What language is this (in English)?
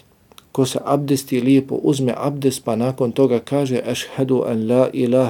Bosnian